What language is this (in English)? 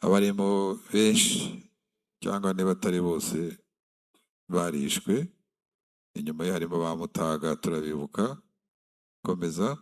Kinyarwanda